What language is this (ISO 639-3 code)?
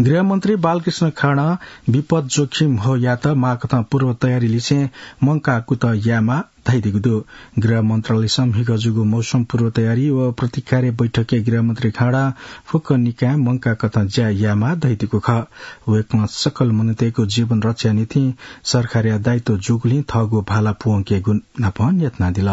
new